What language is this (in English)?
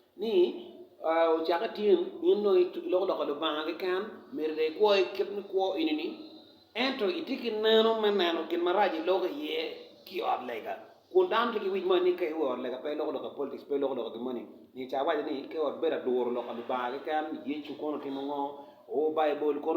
Acoli